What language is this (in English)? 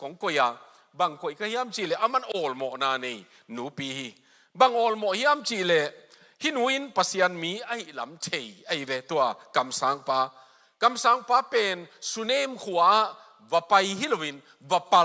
Tedim Chin